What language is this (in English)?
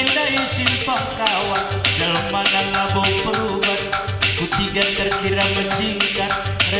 Batak Karo